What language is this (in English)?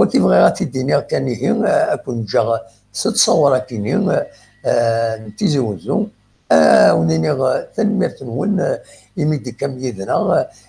Kabyle